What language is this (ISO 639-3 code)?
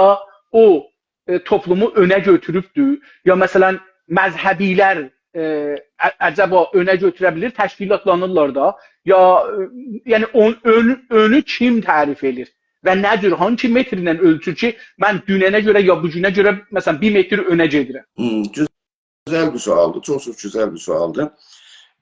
azb